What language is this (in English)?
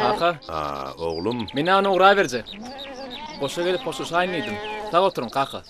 Turkmen